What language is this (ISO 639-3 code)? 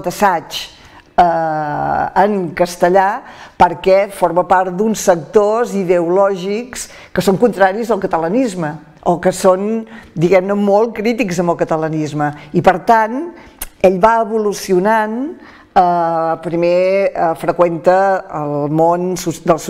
cat